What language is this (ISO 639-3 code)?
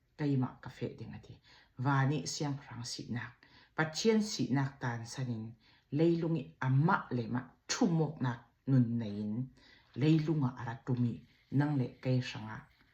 cfm